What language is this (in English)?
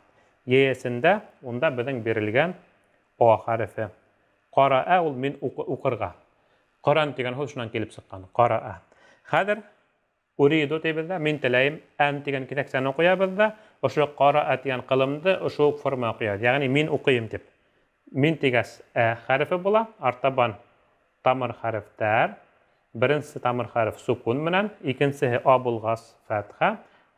Bashkir